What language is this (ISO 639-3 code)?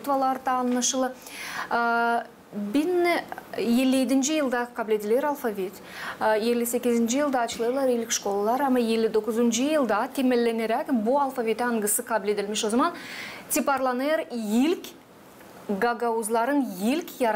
gag